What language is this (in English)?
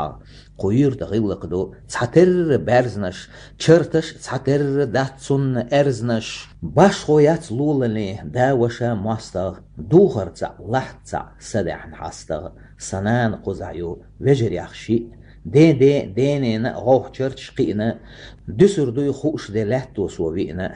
Chechen